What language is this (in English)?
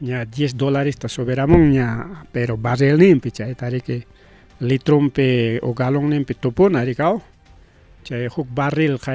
Ayacucho Quechua